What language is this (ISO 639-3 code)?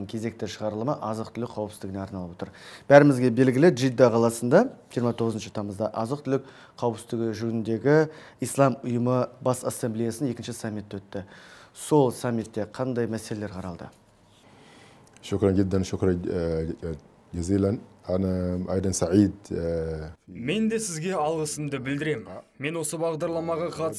kaz